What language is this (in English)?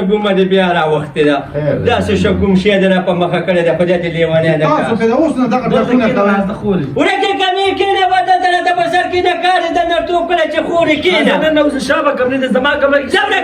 Pashto